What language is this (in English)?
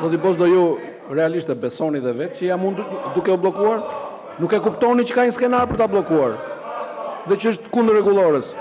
Albanian